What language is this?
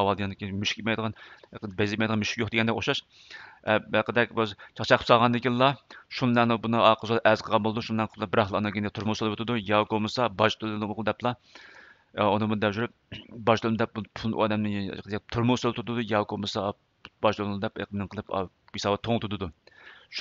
Uyghur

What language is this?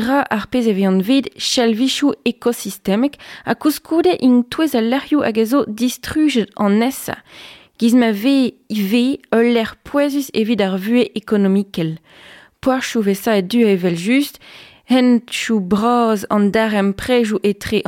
Breton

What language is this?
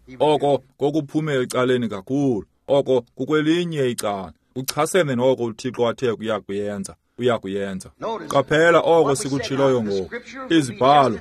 Xhosa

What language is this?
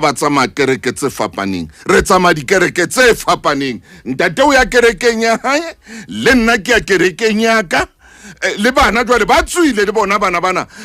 Southern Sotho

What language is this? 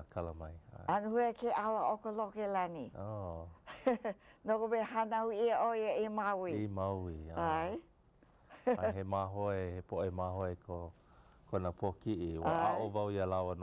Hawaiian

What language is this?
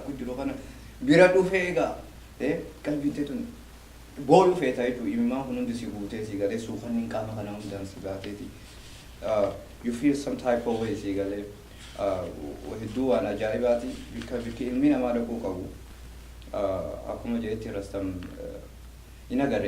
Oromo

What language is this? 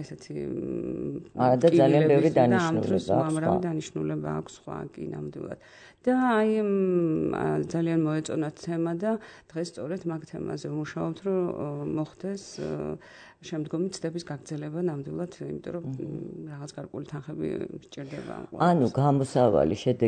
Georgian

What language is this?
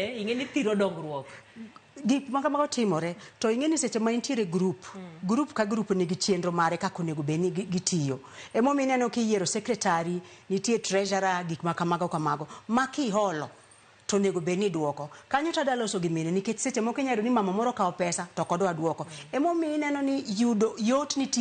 Luo (Kenya and Tanzania)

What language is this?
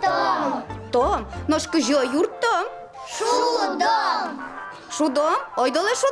Udmurt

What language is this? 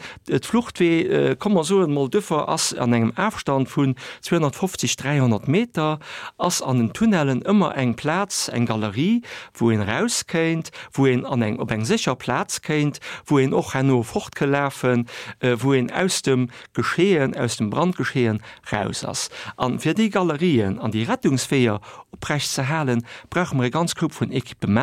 Luxembourgish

